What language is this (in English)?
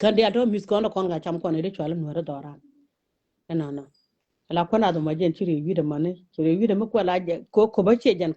Nuer